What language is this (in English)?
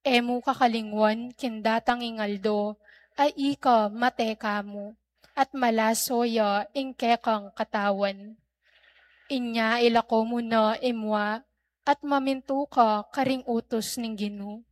Pampanga